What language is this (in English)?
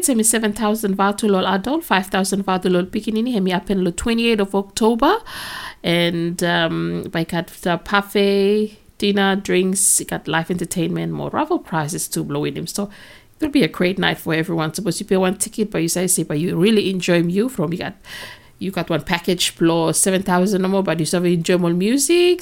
Bislama